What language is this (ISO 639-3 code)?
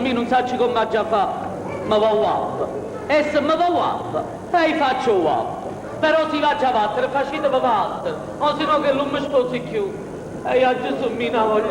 nap